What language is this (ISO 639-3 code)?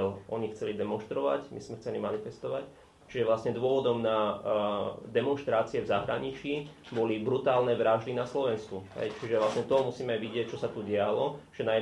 slk